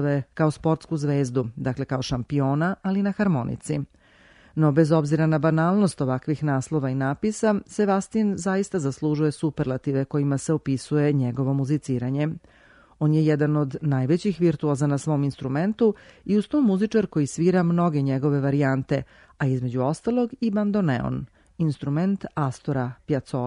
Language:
Serbian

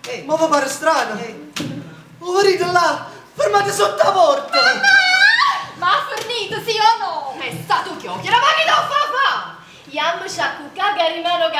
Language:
Neapolitan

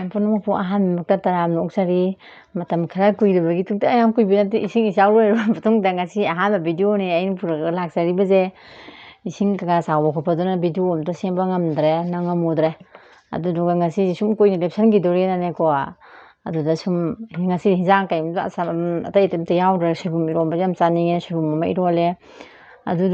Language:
Manipuri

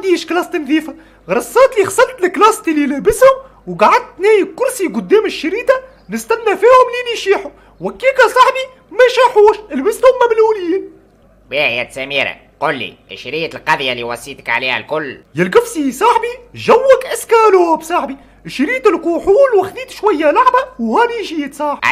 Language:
Tunisian Arabic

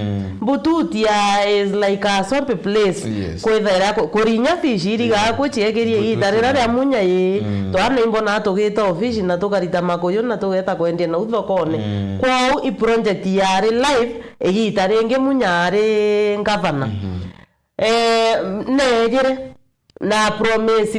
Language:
Meru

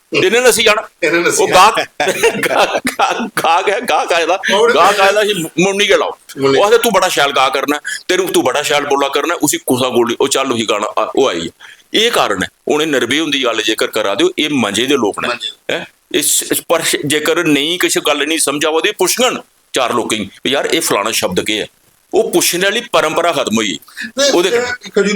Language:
Dogri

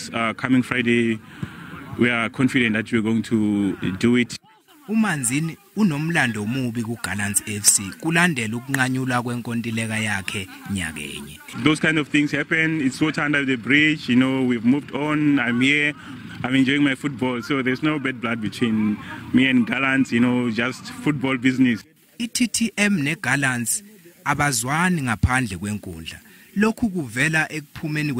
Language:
Zulu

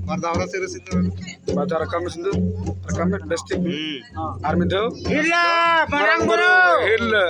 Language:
Santali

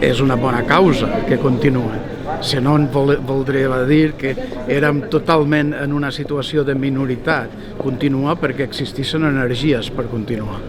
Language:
Occitan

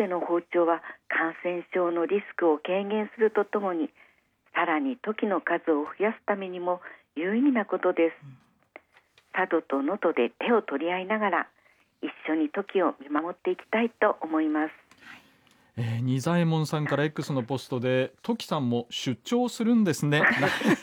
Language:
Japanese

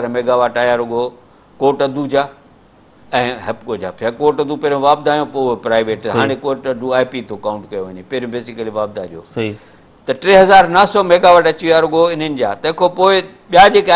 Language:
Sindhi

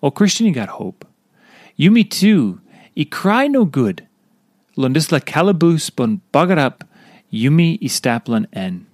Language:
Tok Pisin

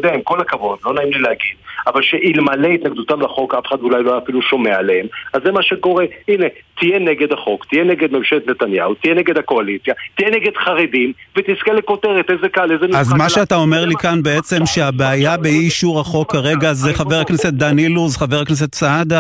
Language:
Hebrew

